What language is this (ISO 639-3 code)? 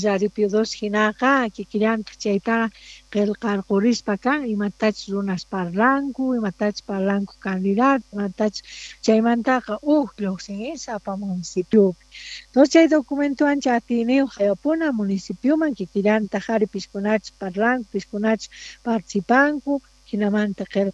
quh